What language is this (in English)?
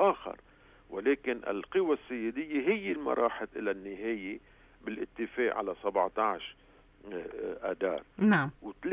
North Levantine Arabic